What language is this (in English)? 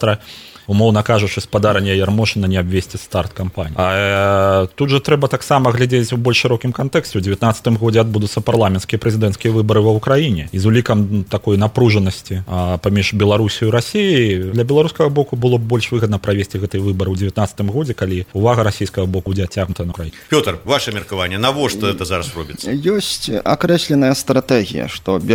Belarusian